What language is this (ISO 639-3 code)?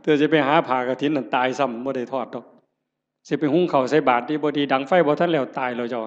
tts